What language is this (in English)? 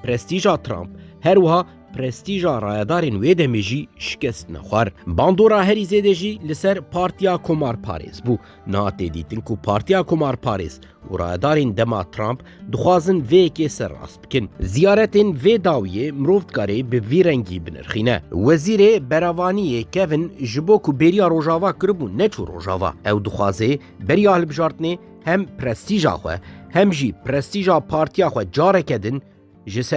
Kurdish